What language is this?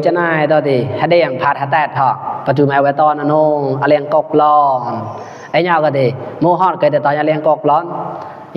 Mon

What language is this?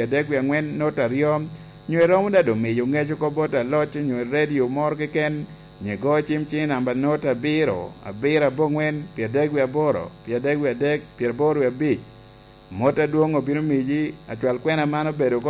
Lango (Uganda)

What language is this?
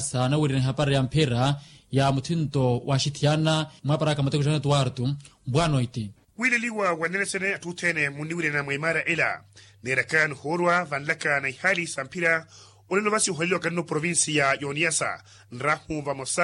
Makhuwa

